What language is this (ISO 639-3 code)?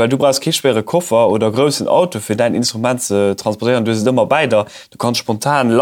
ltz